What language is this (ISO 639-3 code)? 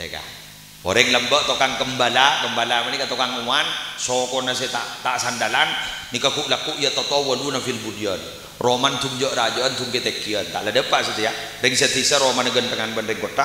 mad